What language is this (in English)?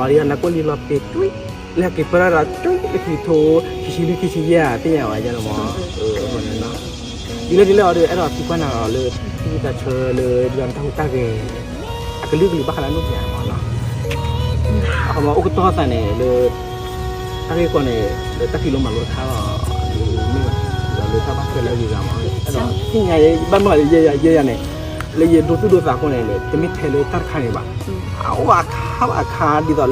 S'gaw Karen